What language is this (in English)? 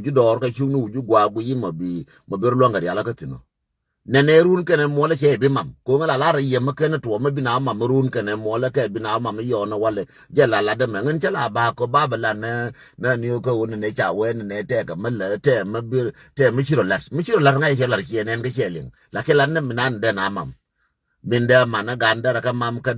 Nuer